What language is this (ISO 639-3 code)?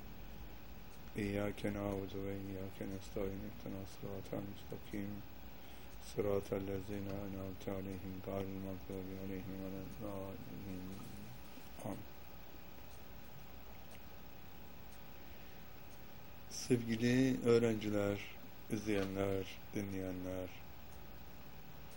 tur